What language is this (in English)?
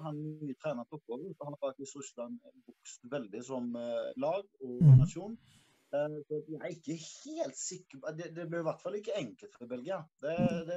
Norwegian